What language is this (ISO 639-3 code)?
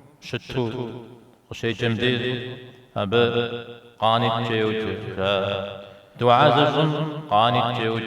kbd